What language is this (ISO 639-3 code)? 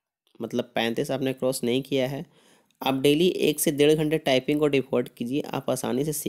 hin